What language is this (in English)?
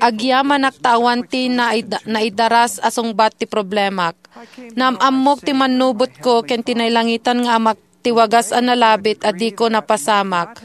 Iloko